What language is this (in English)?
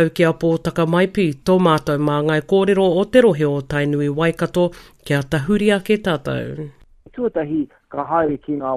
Māori